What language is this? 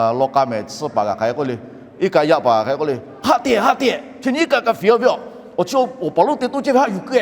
Lahu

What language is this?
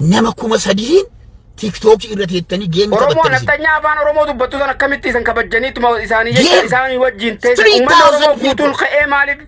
Oromo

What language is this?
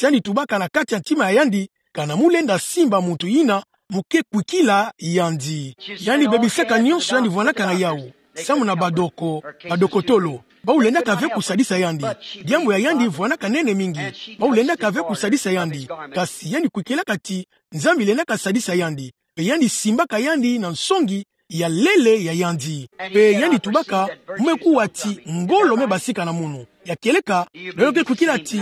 Kituba (Democratic Republic of Congo)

